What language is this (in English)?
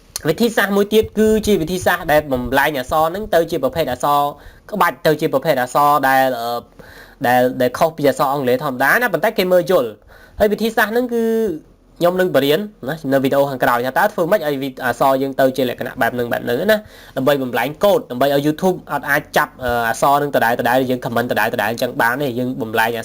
Khmer